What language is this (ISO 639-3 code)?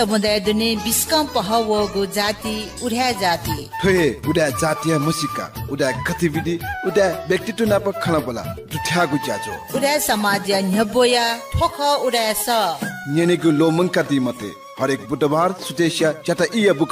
new